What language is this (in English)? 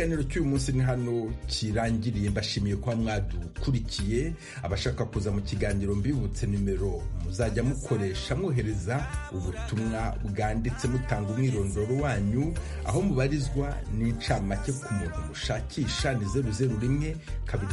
Kinyarwanda